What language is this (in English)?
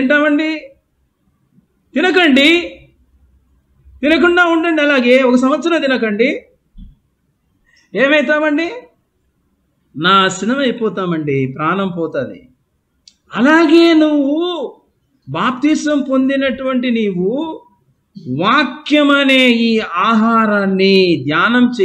Telugu